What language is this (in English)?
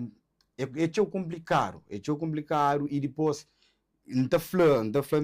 Kabuverdianu